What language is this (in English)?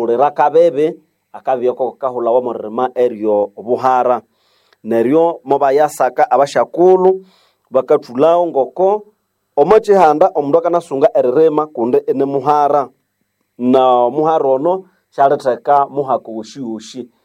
Nande